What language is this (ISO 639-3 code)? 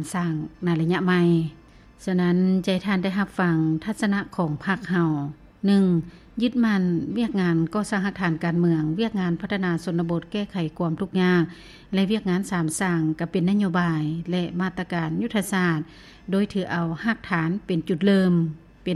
lao